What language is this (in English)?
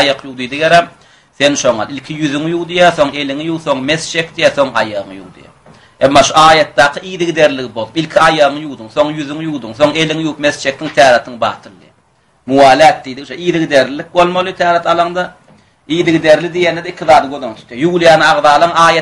Turkmen